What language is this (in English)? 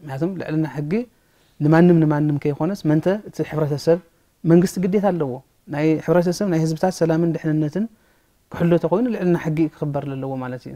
Tigrinya